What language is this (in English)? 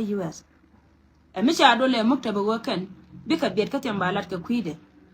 Nuer